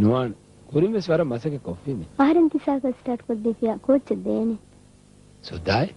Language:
Divehi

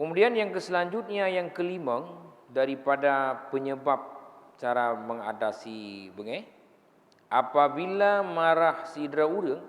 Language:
Achinese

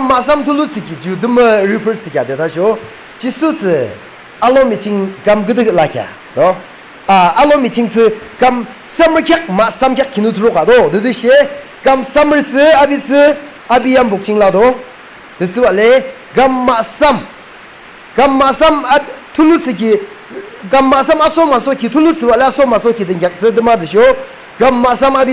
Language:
Yimchungru Naga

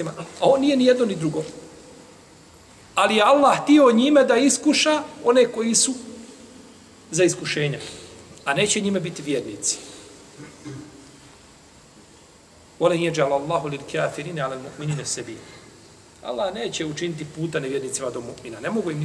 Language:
Bosnian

